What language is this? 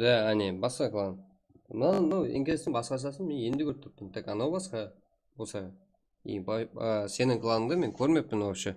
Kara-Kalpak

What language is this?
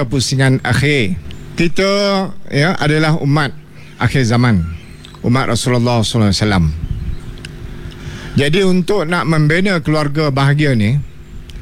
Malay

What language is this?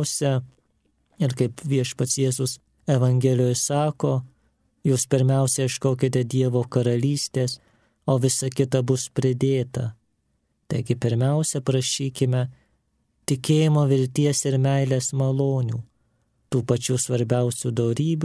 Lithuanian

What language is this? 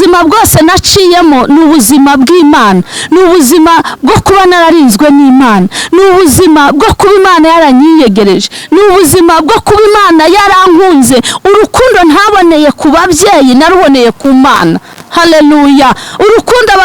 Kinyarwanda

